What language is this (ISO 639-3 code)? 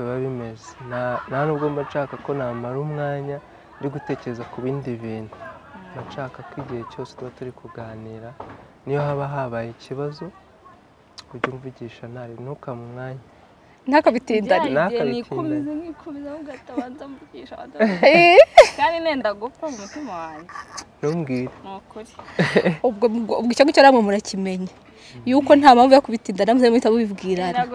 kin